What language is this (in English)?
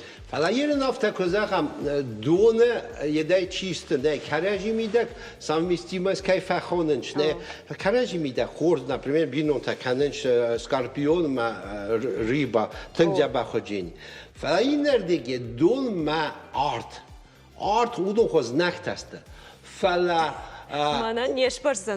Ossetic